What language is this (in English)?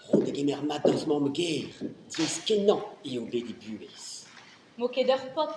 Breton